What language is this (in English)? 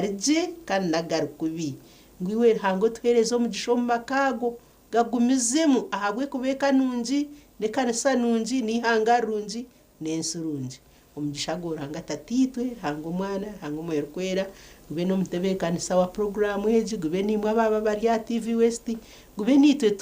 Nyankole